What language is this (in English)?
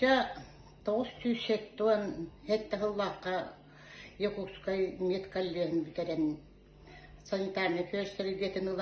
Yakut